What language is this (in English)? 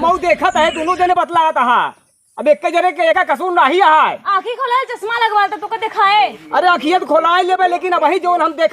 Awadhi